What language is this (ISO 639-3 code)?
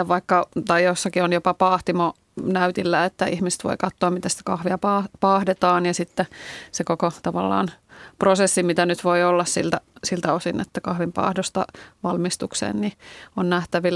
fin